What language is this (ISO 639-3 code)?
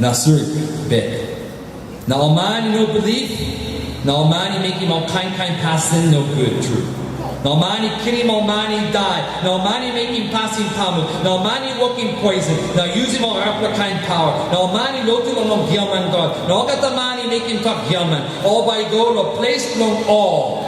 tpi